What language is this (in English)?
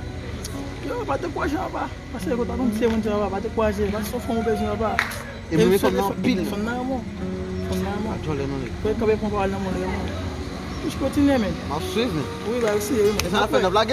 Haitian Creole